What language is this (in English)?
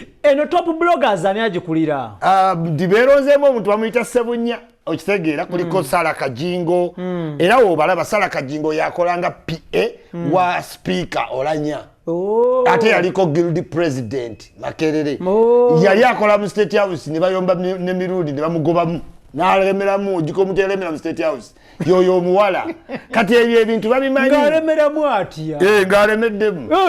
Ganda